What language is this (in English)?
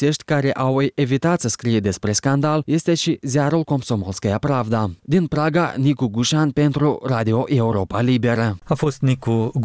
Romanian